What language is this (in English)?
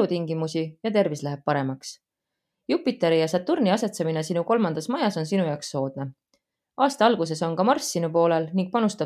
Estonian